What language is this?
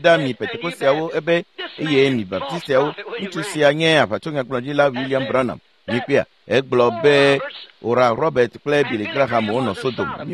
Ewe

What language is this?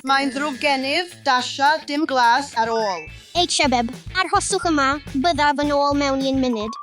Welsh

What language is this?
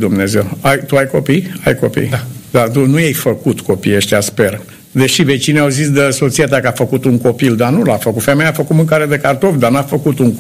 Romanian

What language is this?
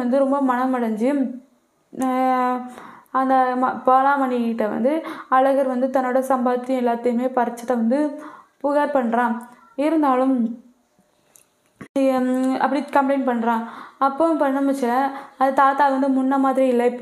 Tamil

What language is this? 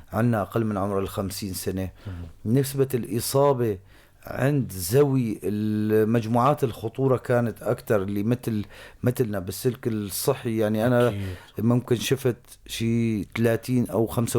North Levantine Arabic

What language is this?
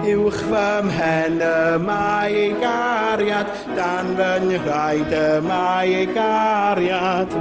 Welsh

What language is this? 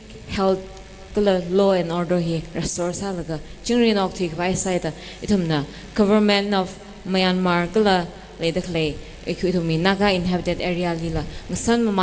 Tangkhul Naga (India)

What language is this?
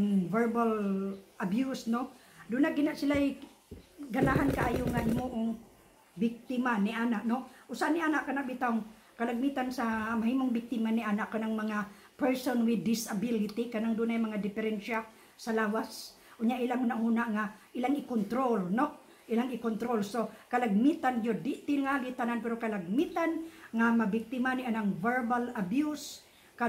Cebuano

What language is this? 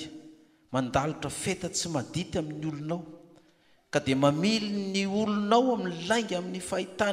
Malagasy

